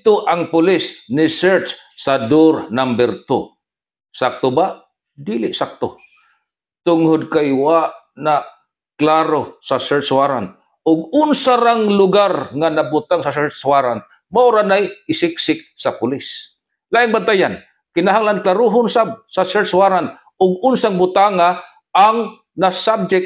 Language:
Cebuano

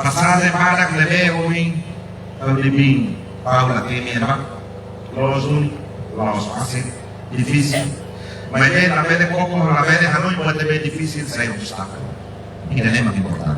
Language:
Tetum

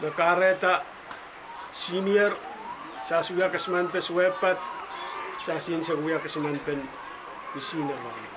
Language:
Pohnpeian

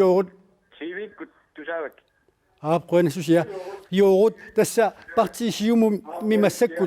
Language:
Kalaallisut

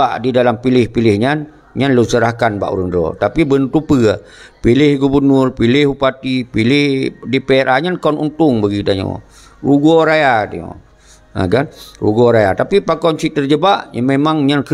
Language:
Achinese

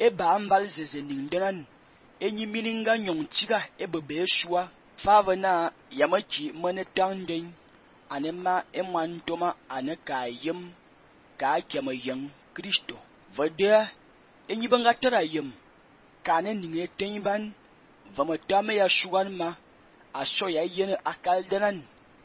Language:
Fang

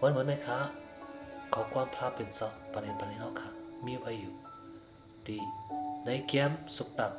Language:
Shan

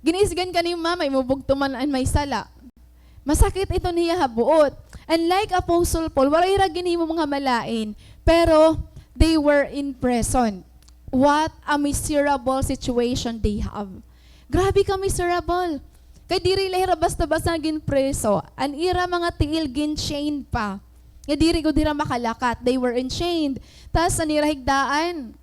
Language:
Waray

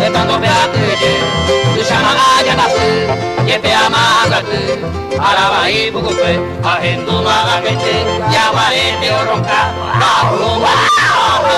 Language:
Guarani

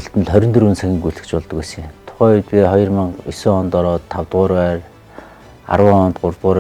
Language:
Mongolian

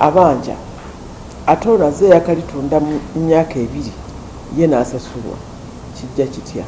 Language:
Ganda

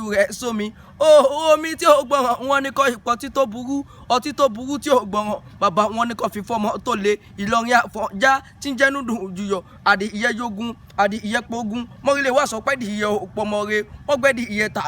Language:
Yoruba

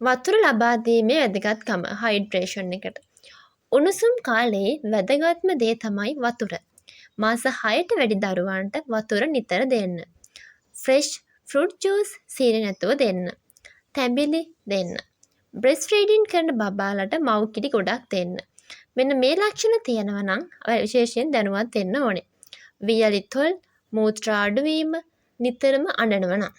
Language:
Sinhala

